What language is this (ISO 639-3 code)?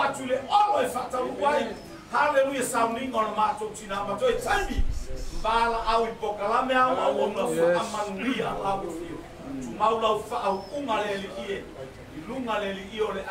smo